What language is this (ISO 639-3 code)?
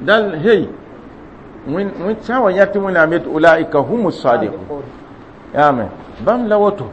mos